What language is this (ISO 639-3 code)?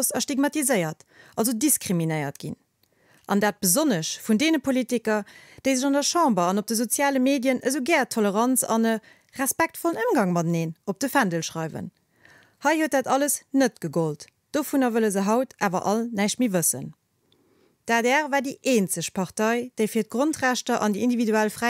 ltz